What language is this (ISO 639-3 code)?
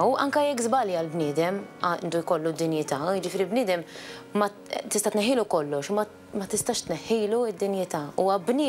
mlt